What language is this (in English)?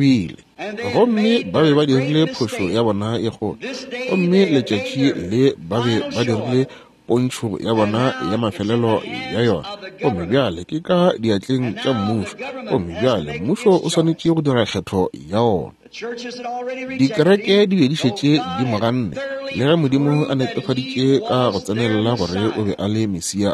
Northern Sotho